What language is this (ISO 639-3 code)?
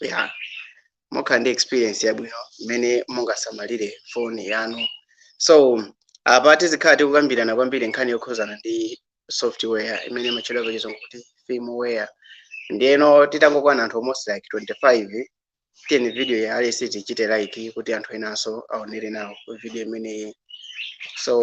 nya